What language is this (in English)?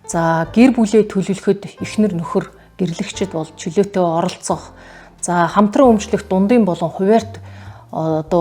Mongolian